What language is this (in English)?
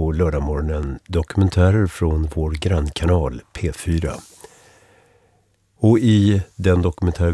Swedish